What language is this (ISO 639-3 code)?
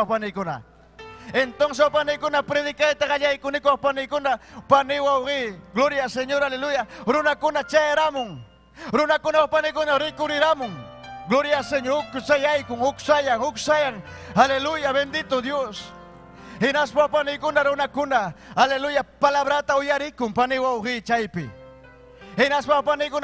quy